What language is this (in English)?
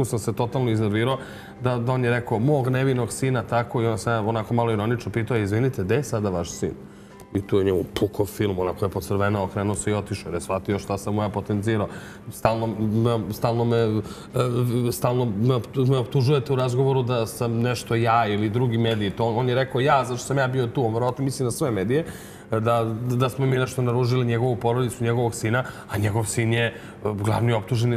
Serbian